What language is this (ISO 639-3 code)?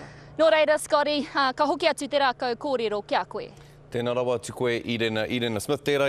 mri